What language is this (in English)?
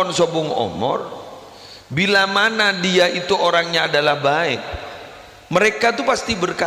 Madurese